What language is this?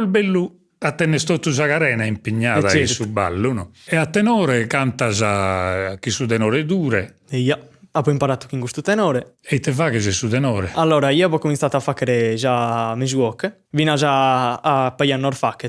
Sardinian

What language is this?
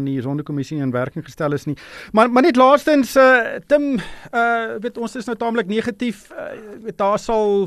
Afrikaans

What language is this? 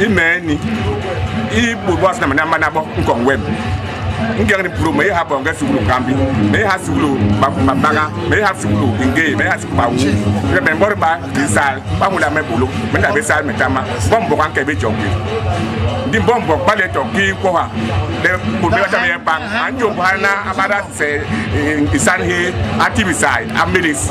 Basaa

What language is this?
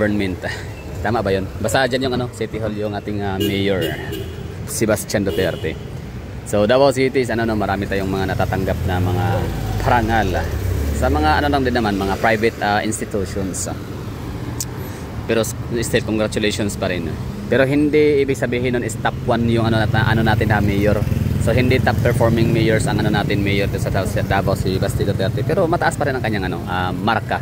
Filipino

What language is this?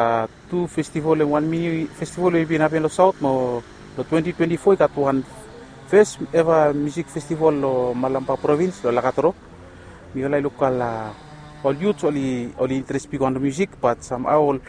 Bislama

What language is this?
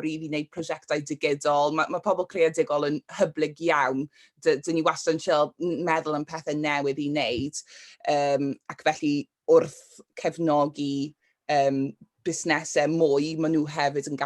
Welsh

